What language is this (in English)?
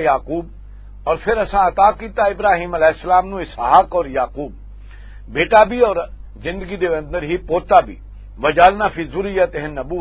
Western Panjabi